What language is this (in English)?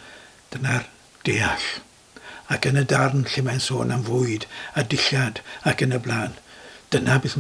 Welsh